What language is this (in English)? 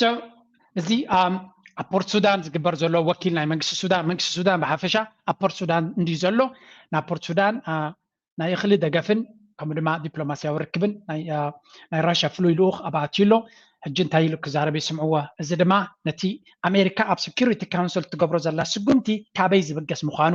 Tigrinya